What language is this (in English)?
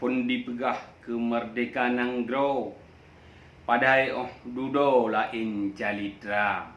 Achinese